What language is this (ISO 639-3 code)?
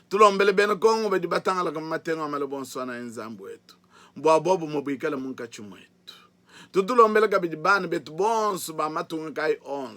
lua